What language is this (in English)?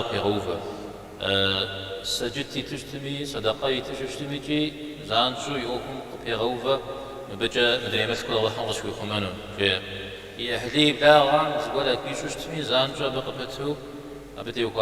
Kabardian